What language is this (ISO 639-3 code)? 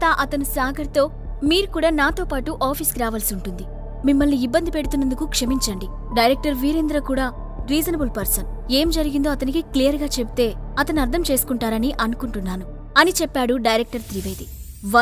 tel